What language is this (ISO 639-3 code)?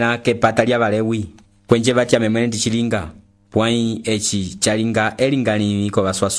umb